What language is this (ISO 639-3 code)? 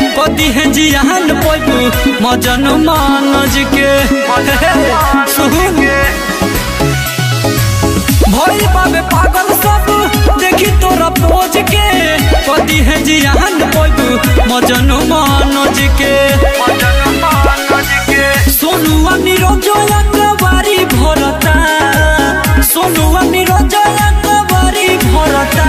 bho